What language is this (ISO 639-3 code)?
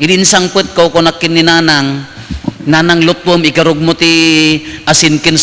ilo